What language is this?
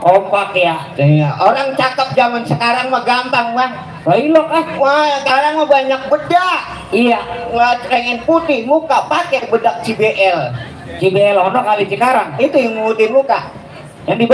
Betawi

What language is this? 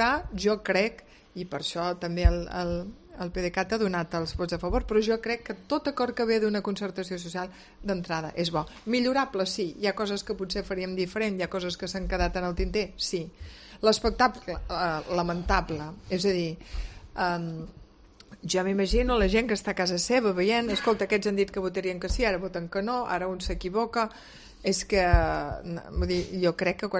Catalan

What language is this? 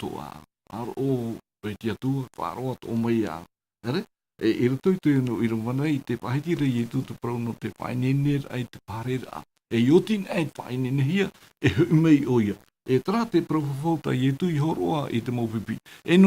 Tahitian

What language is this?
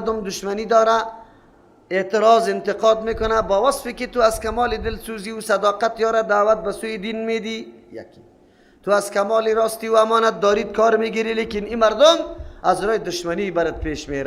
Persian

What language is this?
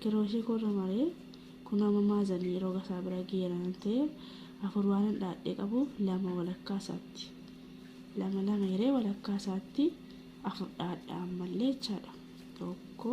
Oromo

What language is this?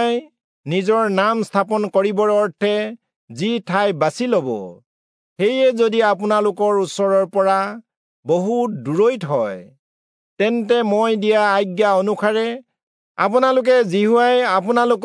Assamese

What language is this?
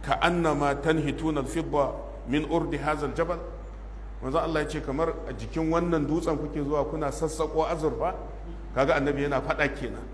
Hausa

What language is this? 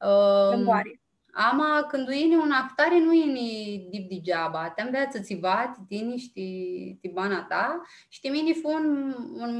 Aromanian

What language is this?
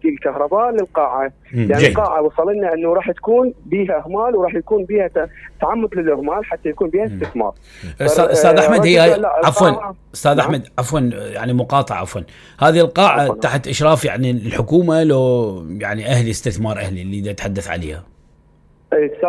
Mesopotamian Arabic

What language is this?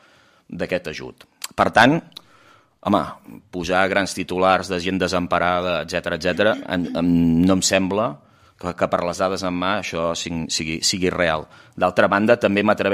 Catalan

